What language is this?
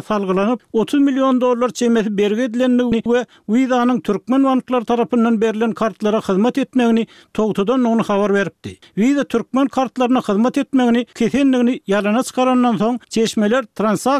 Turkmen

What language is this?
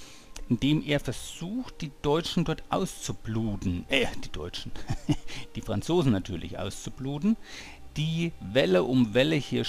German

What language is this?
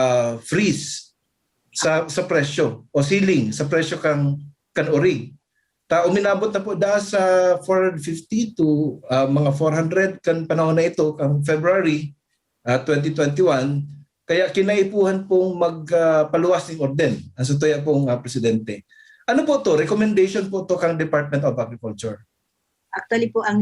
Bikol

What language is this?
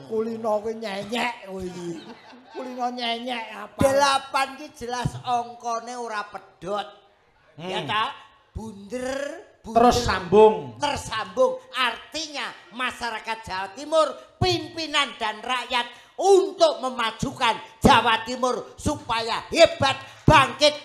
Javanese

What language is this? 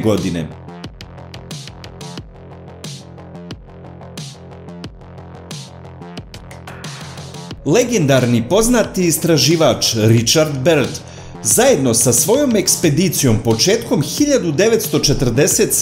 Croatian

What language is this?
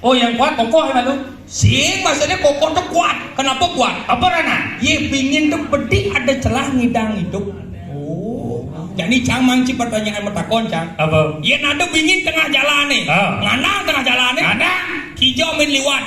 Balinese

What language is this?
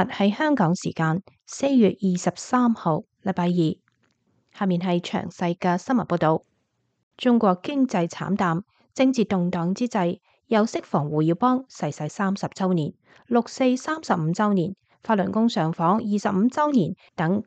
Cantonese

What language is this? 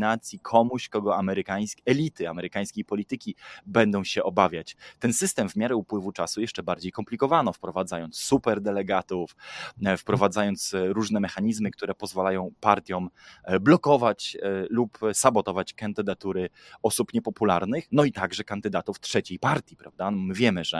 Polish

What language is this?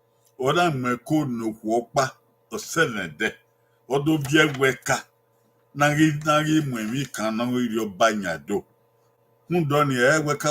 Bini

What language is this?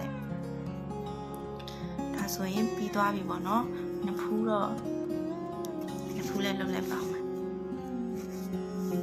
Burmese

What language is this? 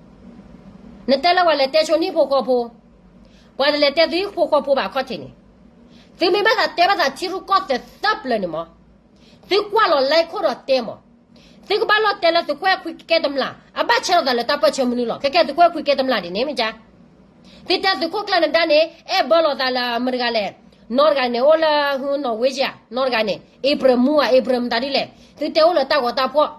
S'gaw Karen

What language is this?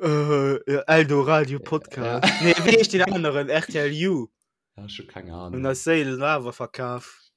Luxembourgish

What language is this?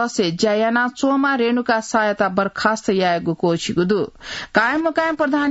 Newari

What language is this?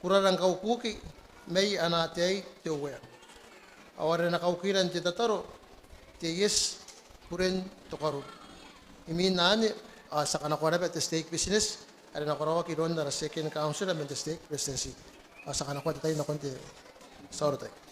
Gilbertese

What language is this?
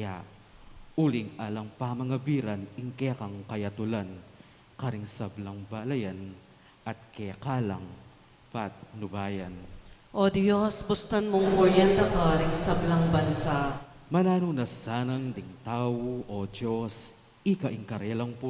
Pampanga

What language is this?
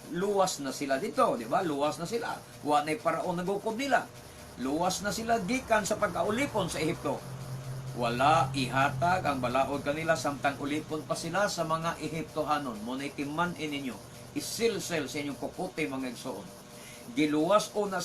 Cebuano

